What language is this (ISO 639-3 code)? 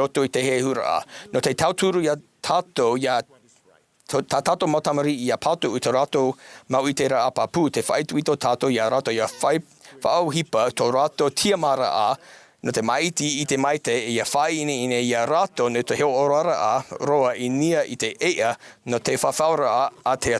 tah